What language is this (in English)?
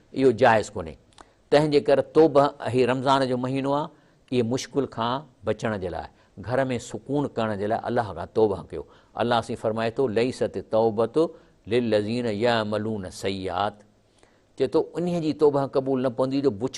Sindhi